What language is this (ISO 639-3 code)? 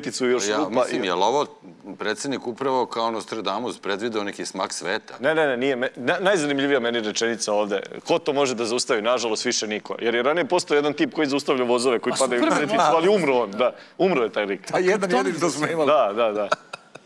srp